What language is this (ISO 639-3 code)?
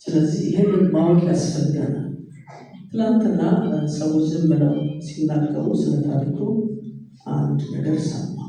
amh